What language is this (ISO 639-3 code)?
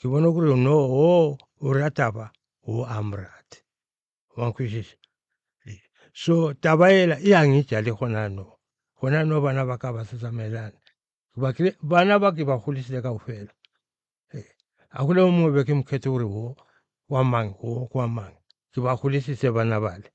nso